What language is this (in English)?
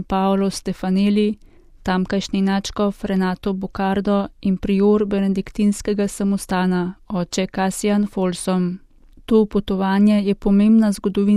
Slovenian